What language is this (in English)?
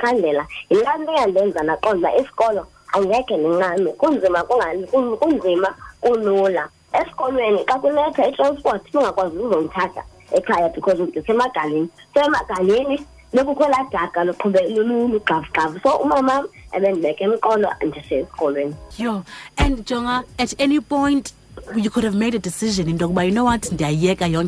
Xhosa